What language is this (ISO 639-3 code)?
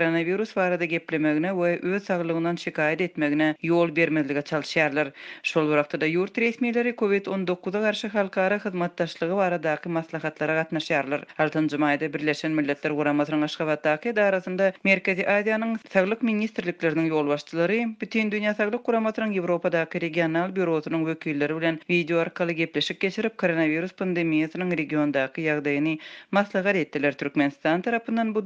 tuk